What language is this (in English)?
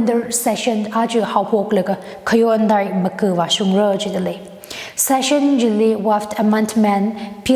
Tangkhul Naga (India)